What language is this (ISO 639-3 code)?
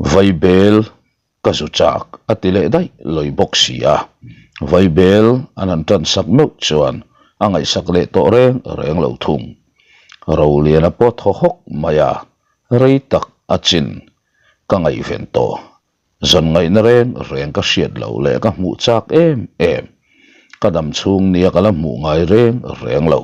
lus